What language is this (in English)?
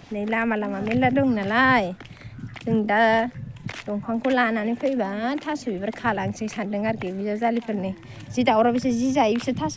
Bodo